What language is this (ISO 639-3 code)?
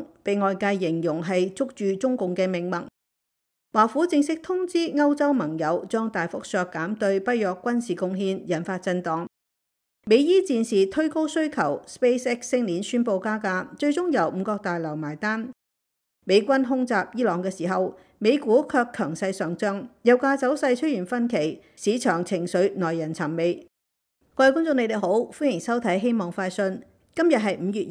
yue